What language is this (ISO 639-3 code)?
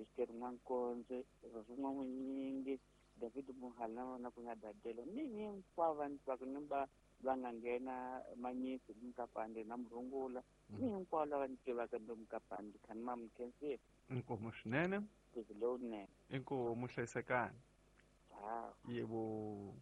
tso